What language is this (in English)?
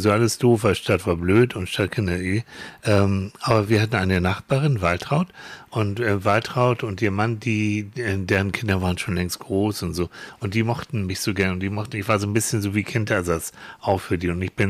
German